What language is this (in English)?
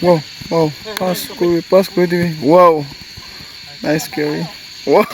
Naga Pidgin